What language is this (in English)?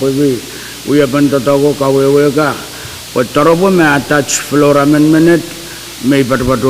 Pohnpeian